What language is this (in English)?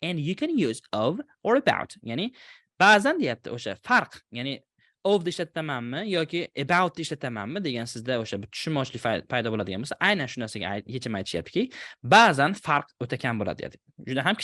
Uzbek